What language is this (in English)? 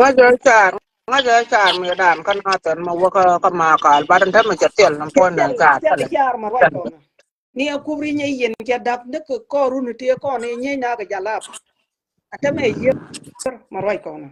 Nuer